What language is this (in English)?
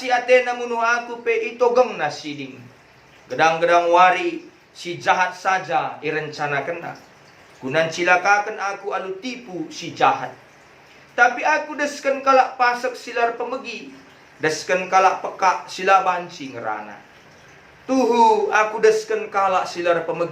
Batak Karo